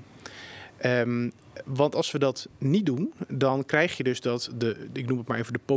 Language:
Dutch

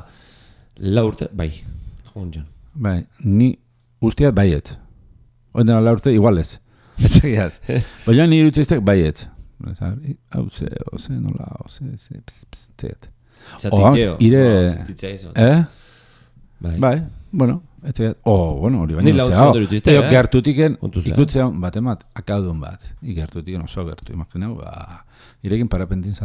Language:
Basque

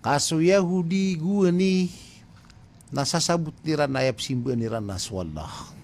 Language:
Maranao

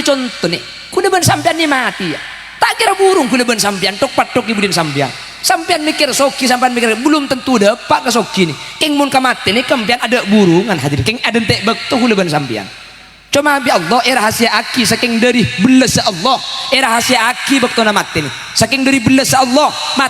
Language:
Madurese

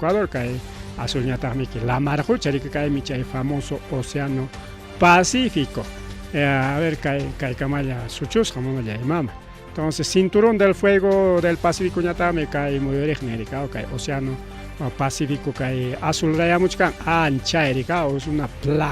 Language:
Ayacucho Quechua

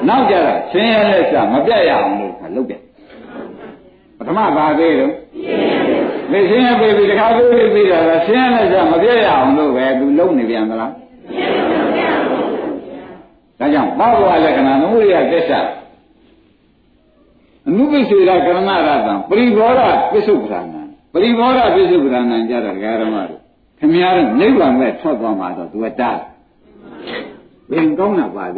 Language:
Burmese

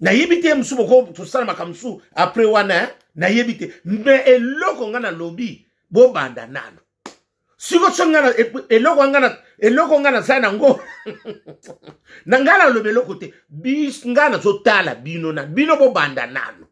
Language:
Lingala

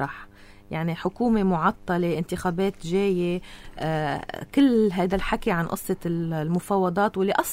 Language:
North Levantine Arabic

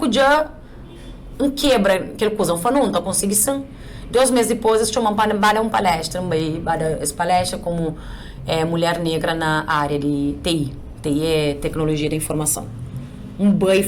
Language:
Kabuverdianu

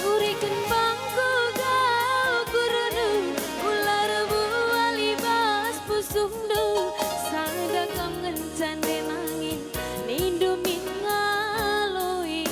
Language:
Batak Karo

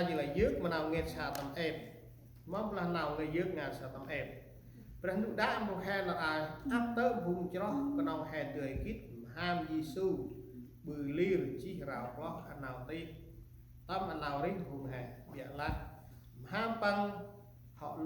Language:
Central Mnong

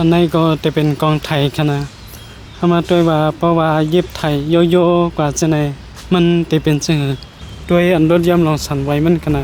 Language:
Shan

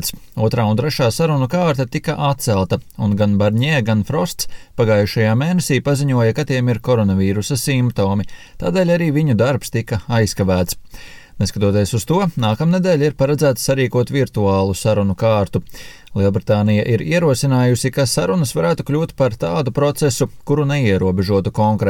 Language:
Latvian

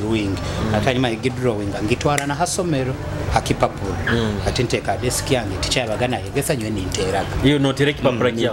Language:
Nyoro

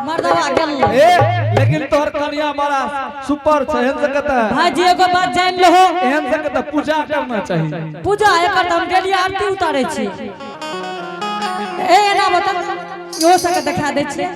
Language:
Angika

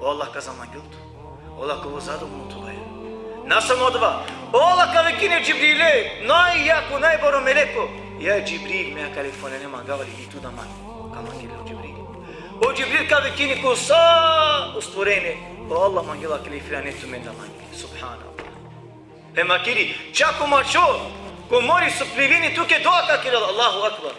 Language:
Balkan Romani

